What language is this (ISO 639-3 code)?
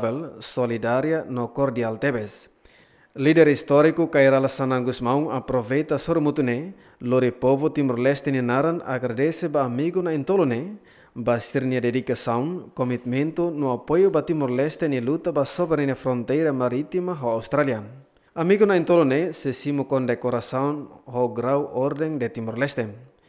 tet